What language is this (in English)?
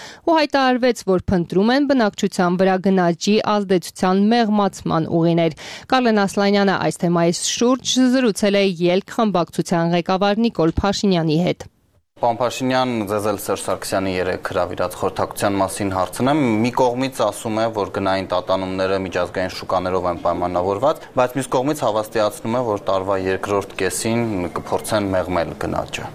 Armenian